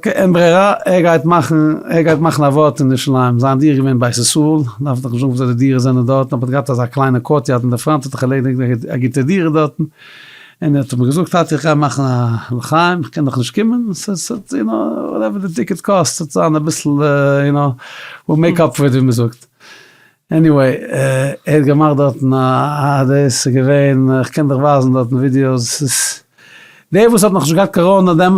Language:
Yiddish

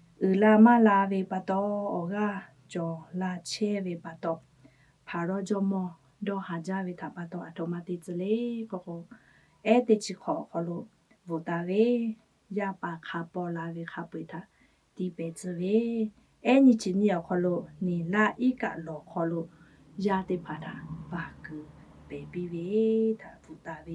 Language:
Lahu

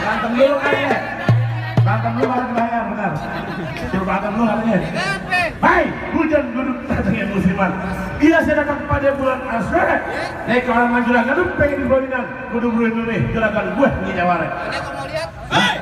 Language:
Betawi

